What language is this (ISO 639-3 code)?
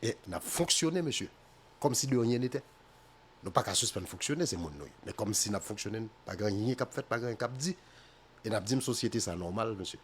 hat